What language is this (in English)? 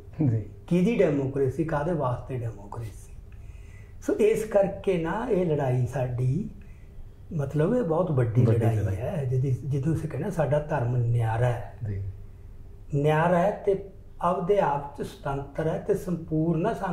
Punjabi